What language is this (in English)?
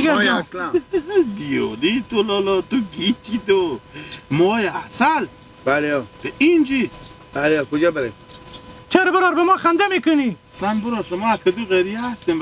Hazaragi